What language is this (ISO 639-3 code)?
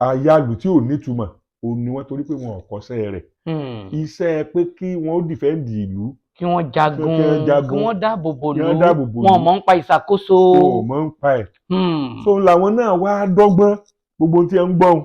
yor